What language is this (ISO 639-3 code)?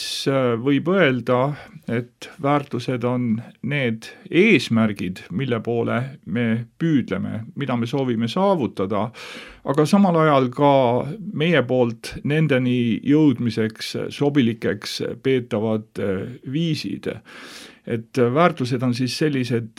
est